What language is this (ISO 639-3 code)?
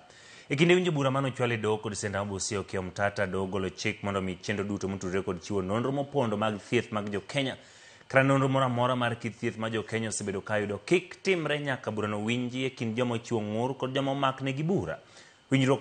luo